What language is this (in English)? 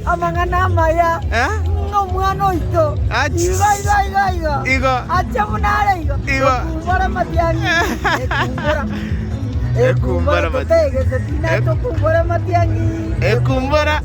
Gusii